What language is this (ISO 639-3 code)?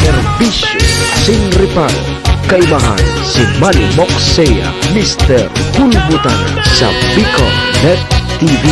bik